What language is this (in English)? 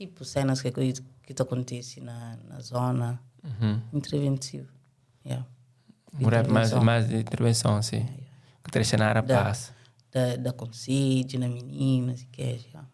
Kabuverdianu